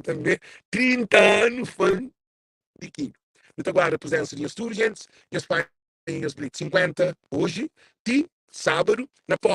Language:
Kabuverdianu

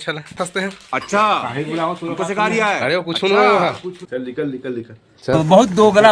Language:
Chhattisgarhi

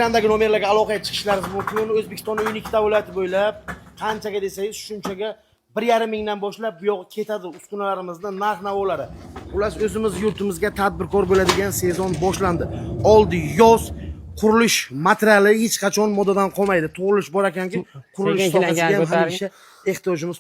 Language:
Uzbek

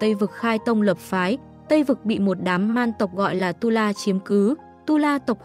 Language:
Vietnamese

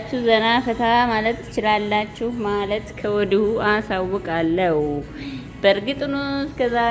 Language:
Amharic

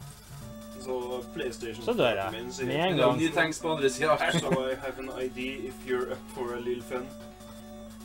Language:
Norwegian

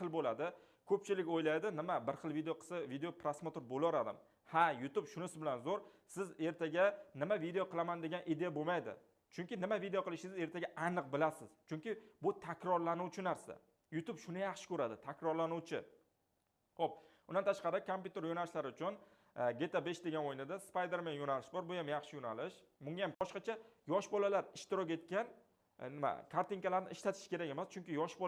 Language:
Uzbek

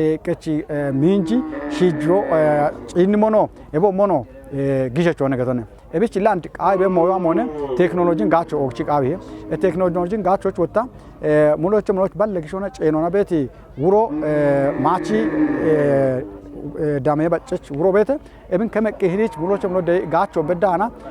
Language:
Kafa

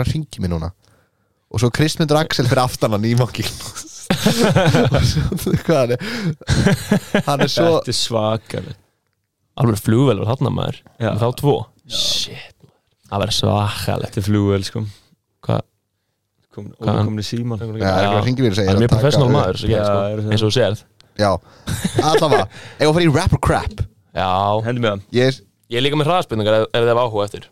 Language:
Icelandic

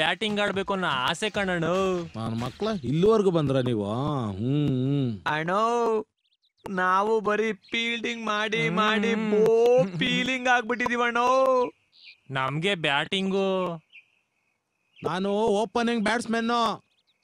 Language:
Kannada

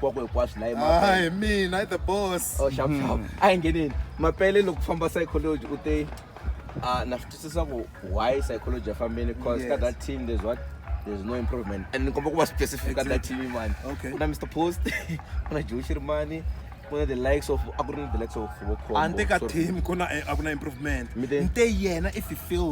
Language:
Tsonga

